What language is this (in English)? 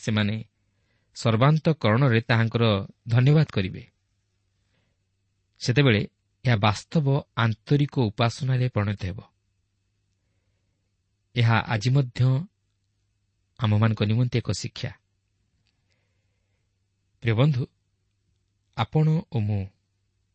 Odia